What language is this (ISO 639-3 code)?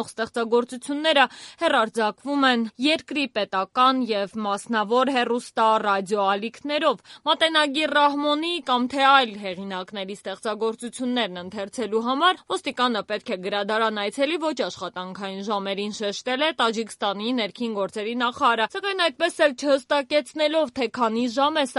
hye